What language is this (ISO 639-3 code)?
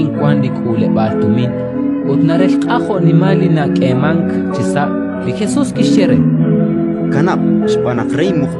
kek